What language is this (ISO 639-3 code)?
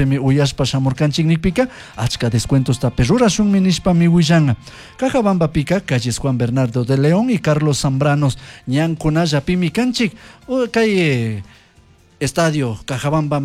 qug